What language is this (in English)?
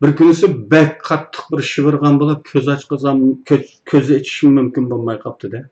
Uyghur